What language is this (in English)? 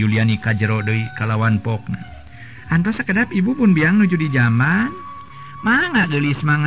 Sundanese